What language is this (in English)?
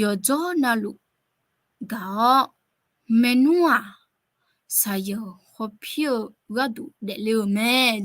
Akha